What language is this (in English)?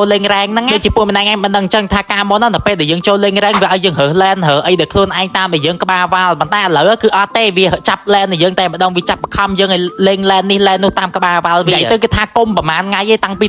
Khmer